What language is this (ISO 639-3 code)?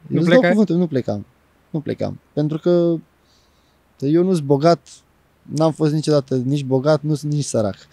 ron